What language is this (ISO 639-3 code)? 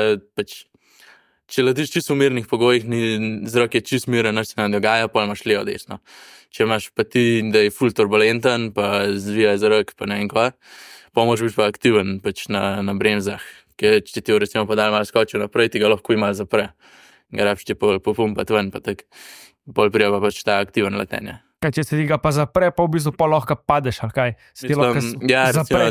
slv